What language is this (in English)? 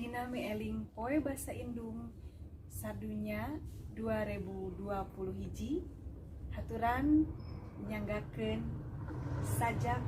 Sundanese